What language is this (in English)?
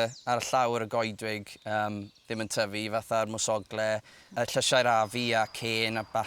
Welsh